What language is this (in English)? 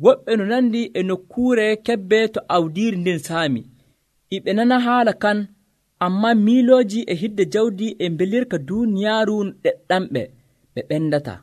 Nigerian Fulfulde